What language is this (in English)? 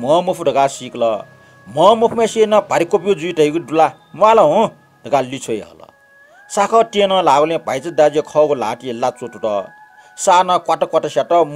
Newari